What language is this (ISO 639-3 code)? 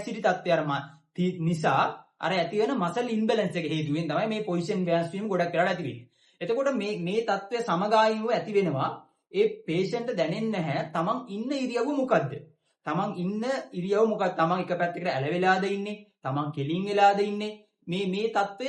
sin